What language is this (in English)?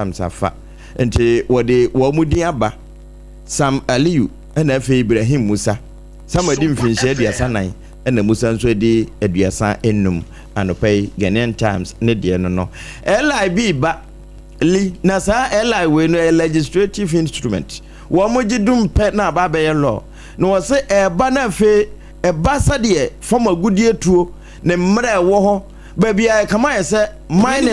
Akan